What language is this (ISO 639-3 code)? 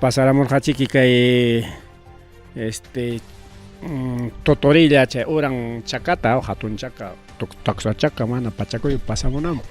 quy